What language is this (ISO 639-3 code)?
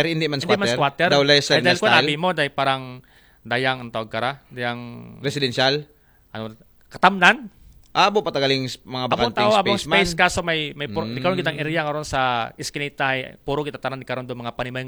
akl